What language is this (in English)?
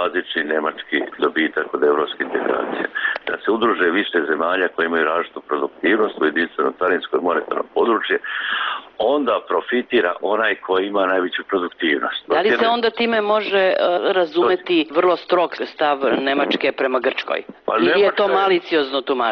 Serbian